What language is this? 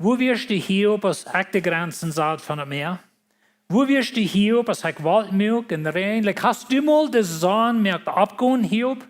Plautdietsch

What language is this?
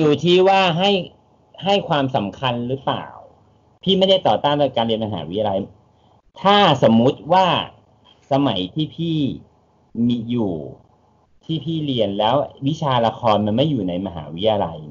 Thai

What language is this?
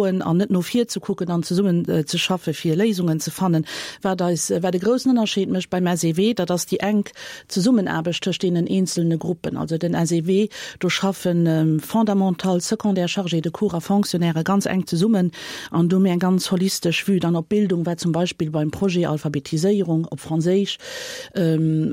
Luxembourgish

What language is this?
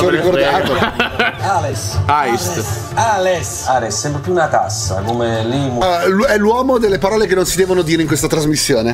Italian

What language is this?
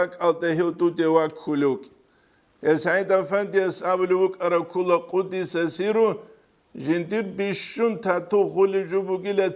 Avaric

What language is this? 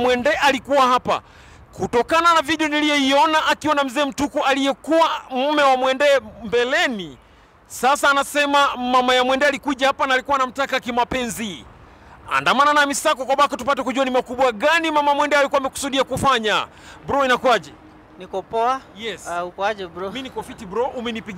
Swahili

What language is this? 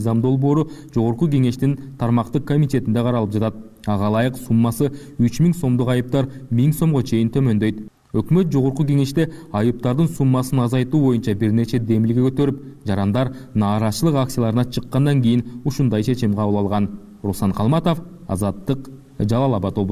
Kyrgyz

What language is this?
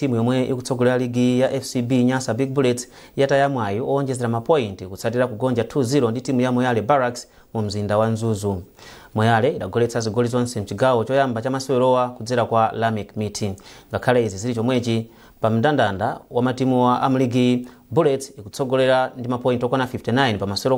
Nyanja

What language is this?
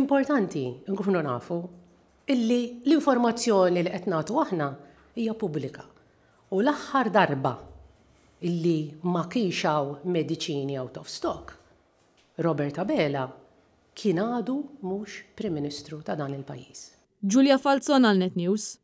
Maltese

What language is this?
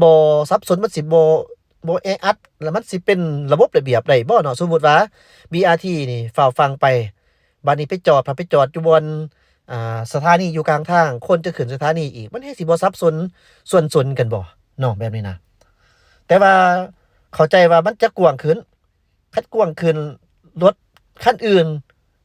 Lao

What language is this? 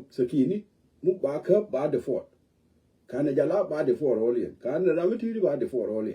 Nuer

